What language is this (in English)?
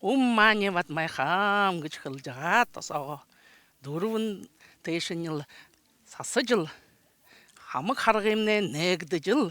Buriat